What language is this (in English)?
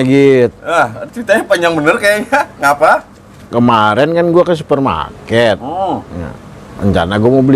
Betawi